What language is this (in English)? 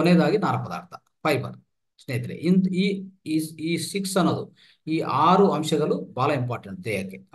Kannada